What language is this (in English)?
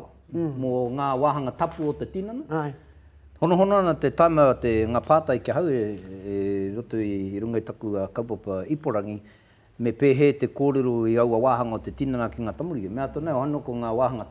Māori